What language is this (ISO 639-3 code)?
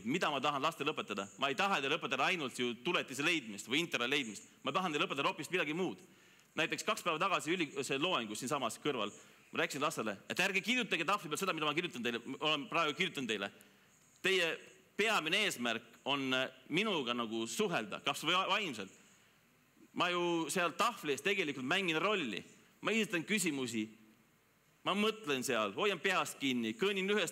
est